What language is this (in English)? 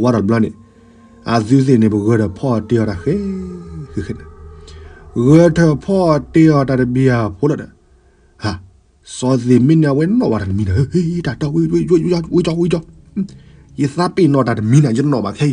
S'gaw Karen